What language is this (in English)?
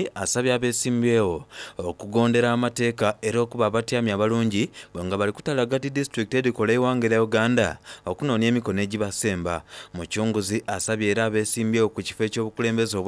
Soga